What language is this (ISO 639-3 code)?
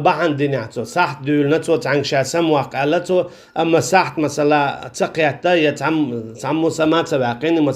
che